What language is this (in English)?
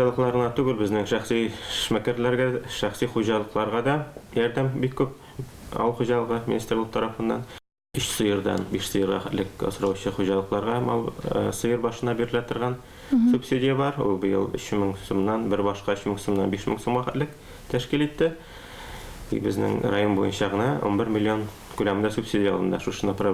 Tatar